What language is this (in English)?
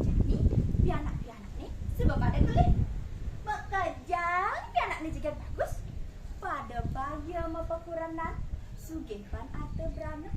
Balinese